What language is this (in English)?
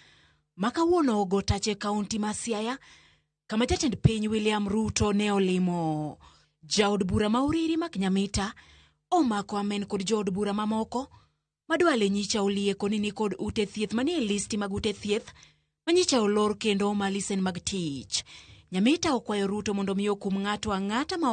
Luo (Kenya and Tanzania)